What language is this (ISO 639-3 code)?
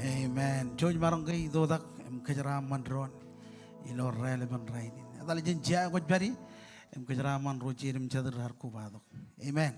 mah